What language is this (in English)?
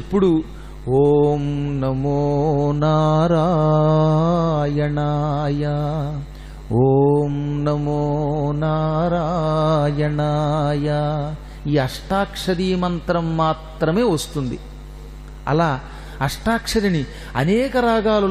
Telugu